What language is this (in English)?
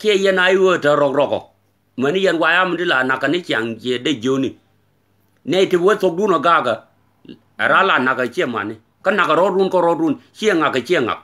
Nuer